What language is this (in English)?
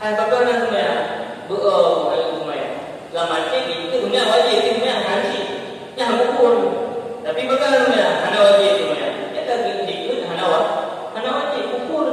Achinese